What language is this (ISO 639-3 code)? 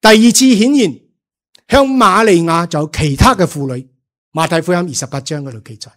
yue